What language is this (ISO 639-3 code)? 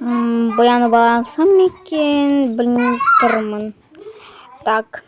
kaz